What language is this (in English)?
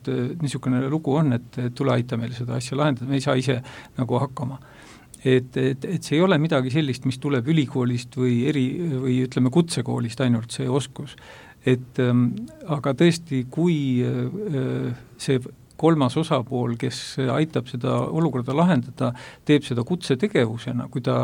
Estonian